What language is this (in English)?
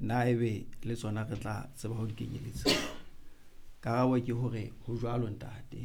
Southern Sotho